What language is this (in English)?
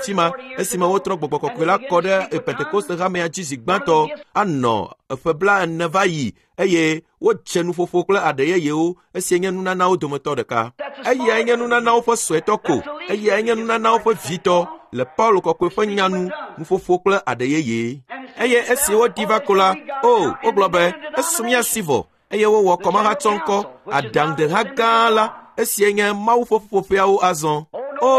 Ewe